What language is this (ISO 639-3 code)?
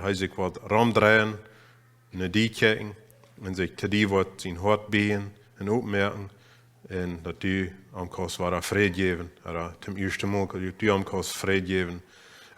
pdt